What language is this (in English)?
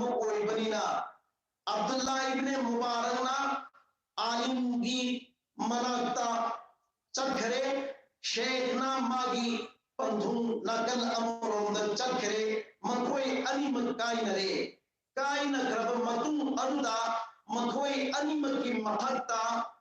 Manipuri